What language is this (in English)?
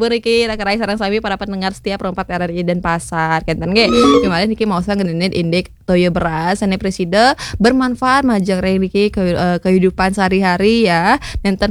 Balinese